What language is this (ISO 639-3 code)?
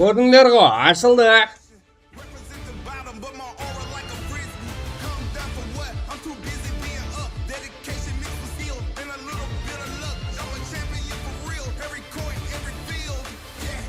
kaa